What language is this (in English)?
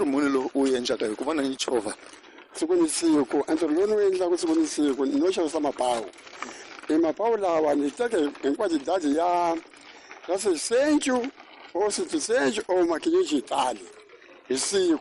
Tsonga